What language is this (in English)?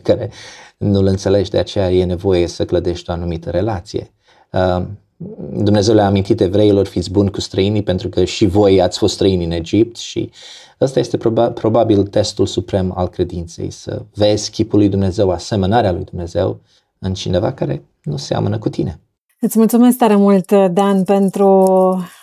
Romanian